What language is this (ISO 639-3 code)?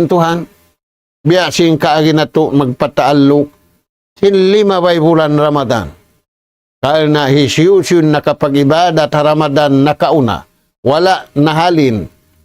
tsg